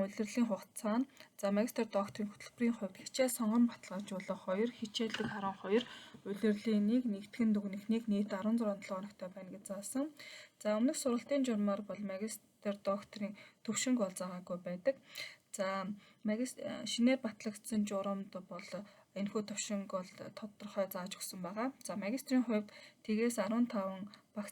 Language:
Mongolian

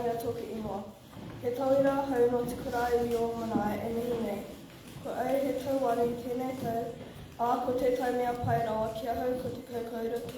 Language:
Māori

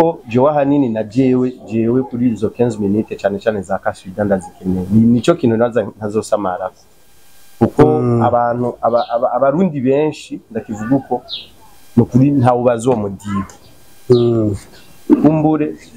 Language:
Rundi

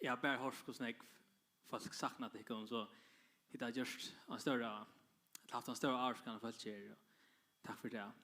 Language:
Faroese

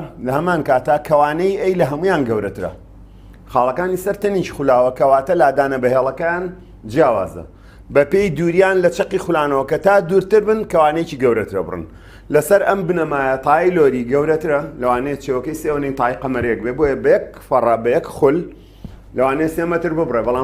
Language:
Central Kurdish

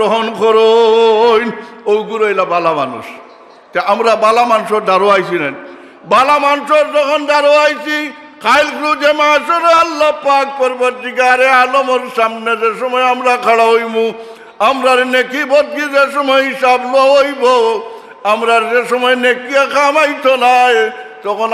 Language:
Sylheti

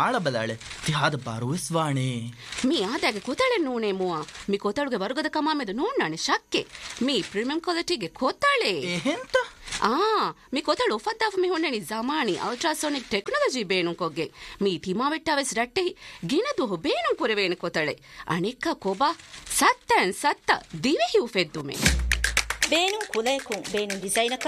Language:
Divehi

